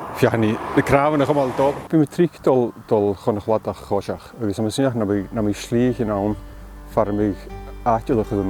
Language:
Scottish Gaelic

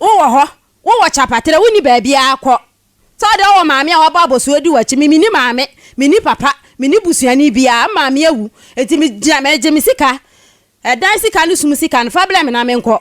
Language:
Akan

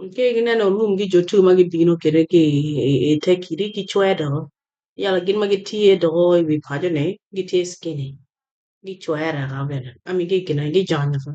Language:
Acoli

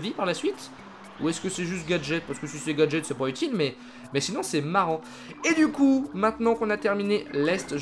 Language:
French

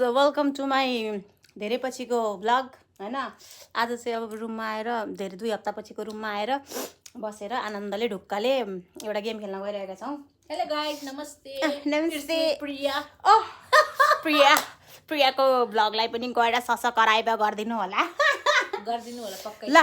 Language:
Nepali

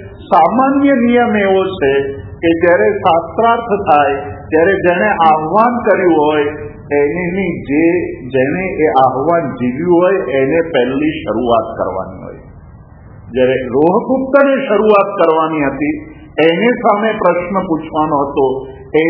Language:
Gujarati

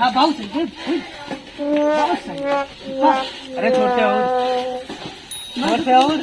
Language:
Awadhi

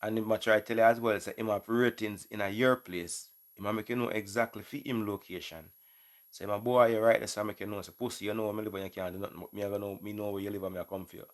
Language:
Jamaican Creole English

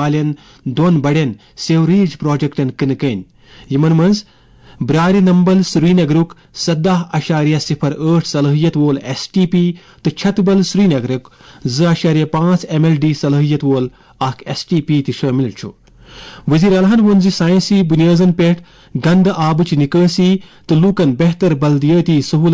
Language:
Kashmiri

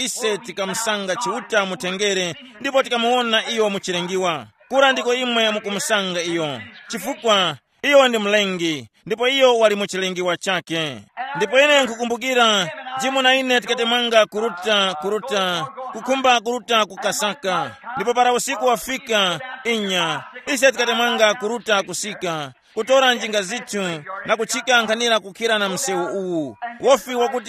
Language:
Tumbuka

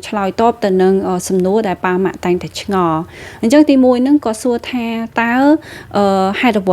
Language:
Khmer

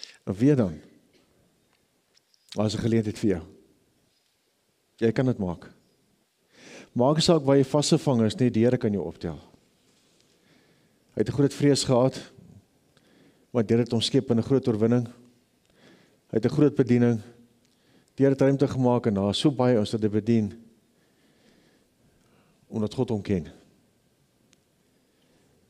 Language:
Afrikaans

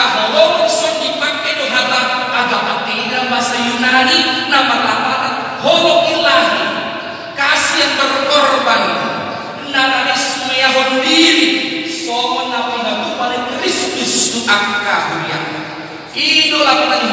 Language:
Batak Toba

